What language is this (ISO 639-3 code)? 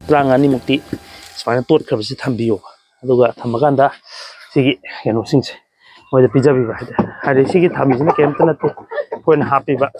mni